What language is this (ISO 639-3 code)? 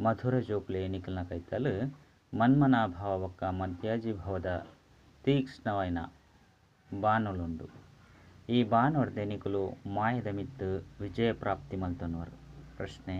tcy